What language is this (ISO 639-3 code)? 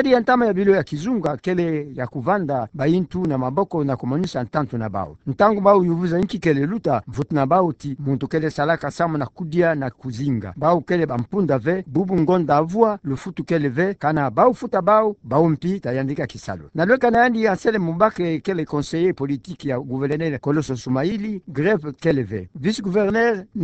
ktu